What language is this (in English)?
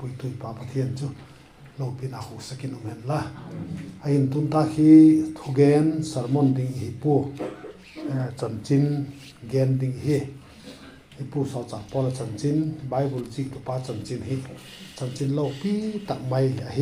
Vaiphei